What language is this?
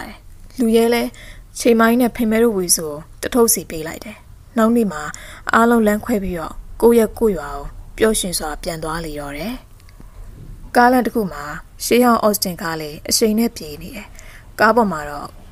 Burmese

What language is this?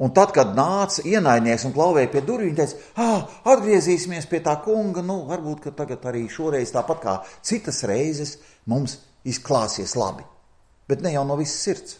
Latvian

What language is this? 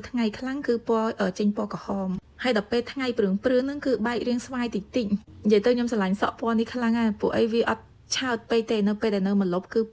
Khmer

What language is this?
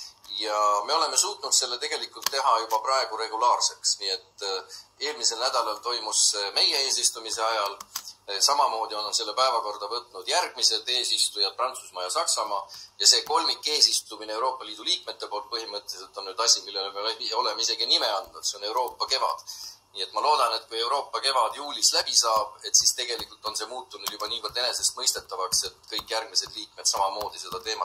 Estonian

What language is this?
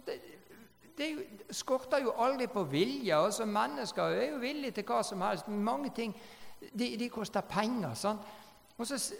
Norwegian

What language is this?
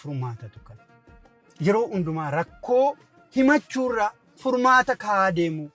Oromo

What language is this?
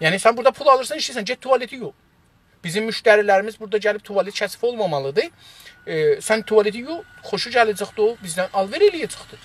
South Azerbaijani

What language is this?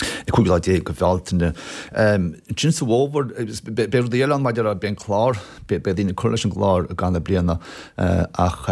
Irish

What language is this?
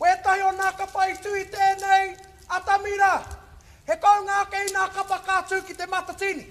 Māori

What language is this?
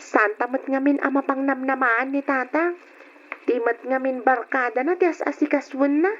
Iloko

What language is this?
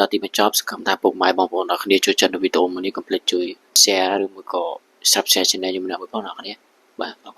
Khmer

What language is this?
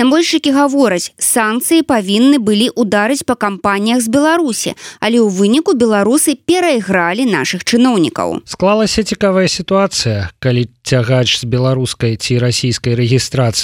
Belarusian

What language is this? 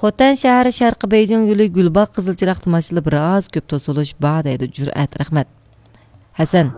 Uyghur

